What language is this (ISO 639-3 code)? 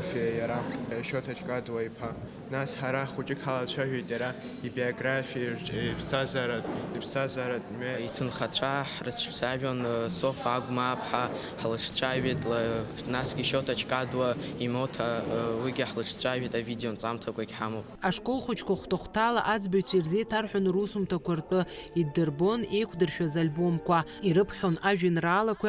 abk